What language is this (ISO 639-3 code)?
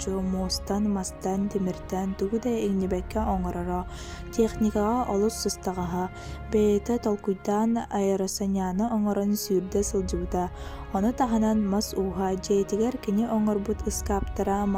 sah